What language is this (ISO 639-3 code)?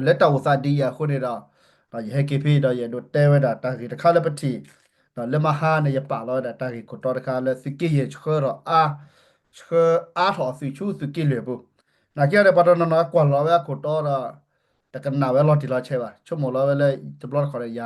ksw